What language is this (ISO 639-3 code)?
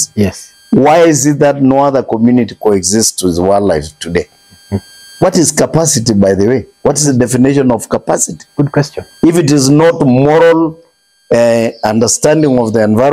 mas